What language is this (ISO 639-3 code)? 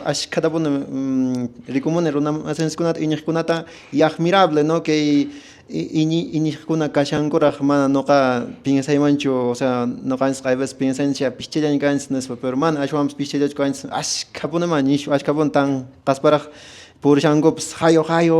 que